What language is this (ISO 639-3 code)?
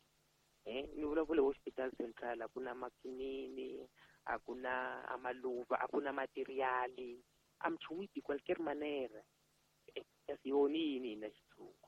tso